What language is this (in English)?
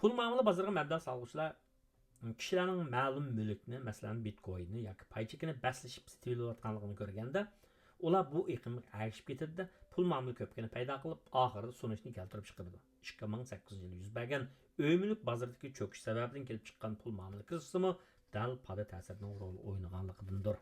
Uyghur